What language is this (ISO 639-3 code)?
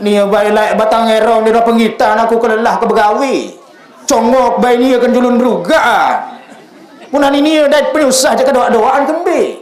sas